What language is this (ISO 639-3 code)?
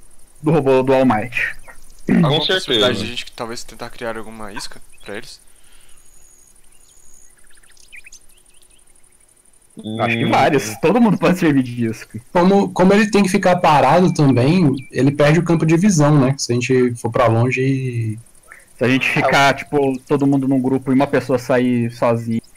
por